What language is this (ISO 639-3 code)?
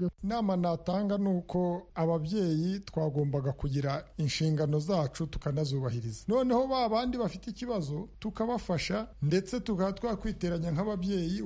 kin